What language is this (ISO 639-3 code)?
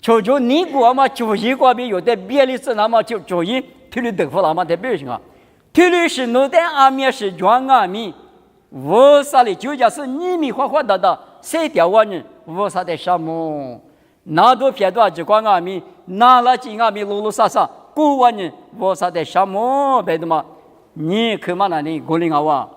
lis